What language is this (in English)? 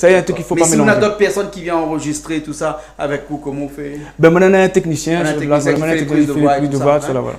Réunion Creole French